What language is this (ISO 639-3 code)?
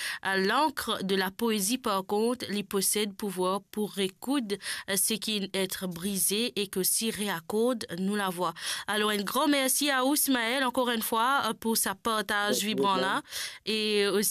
mfe